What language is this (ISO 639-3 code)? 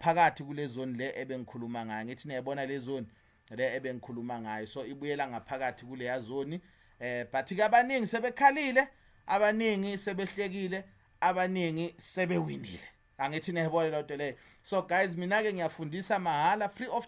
zul